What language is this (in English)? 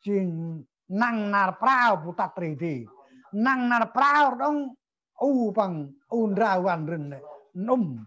Central Mnong